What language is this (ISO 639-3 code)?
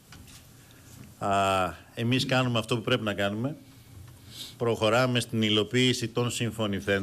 ell